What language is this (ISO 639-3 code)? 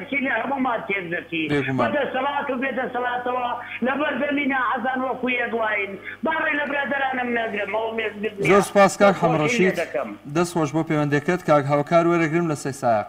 ckb